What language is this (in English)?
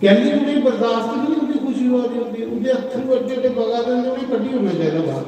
Dogri